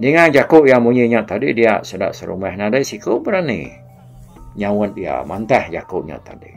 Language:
Iban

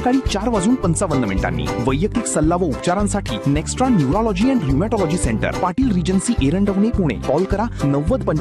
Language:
Marathi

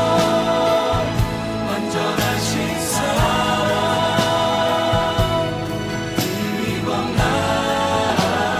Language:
Korean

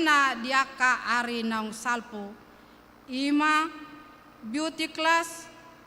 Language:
Batak Toba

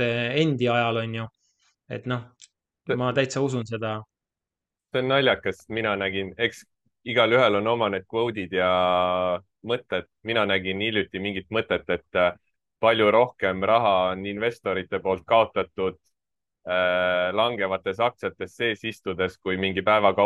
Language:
Estonian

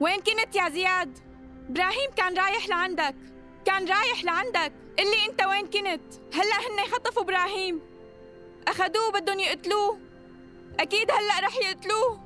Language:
North Levantine Arabic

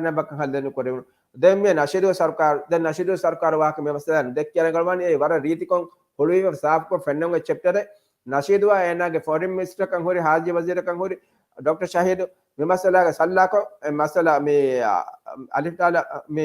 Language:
Divehi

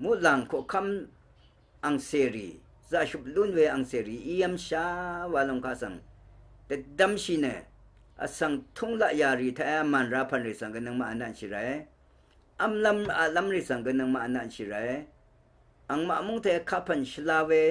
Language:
Rawang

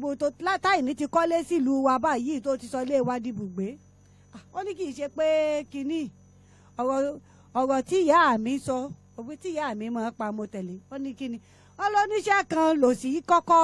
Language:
Yoruba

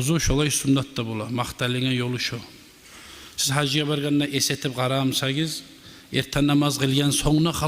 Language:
Kumyk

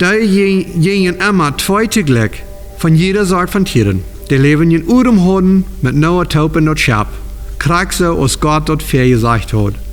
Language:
Plautdietsch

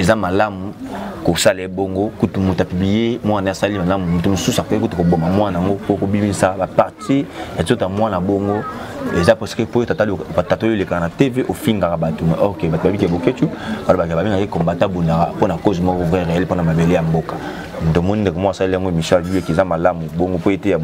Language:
Lingala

